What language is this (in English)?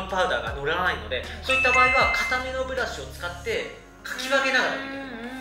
Japanese